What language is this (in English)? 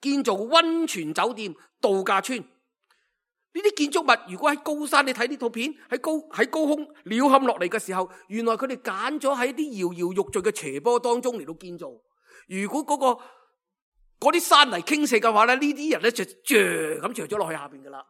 Cantonese